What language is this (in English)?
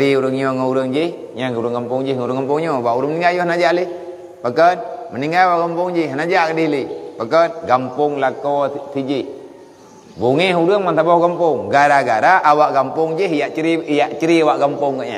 Achinese